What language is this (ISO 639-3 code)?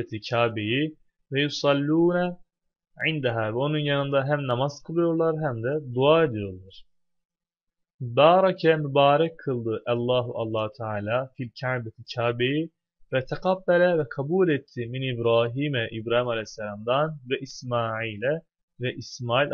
tur